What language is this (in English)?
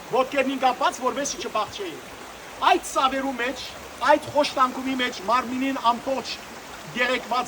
Western Armenian